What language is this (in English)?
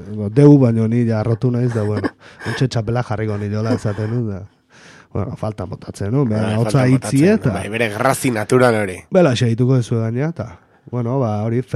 Basque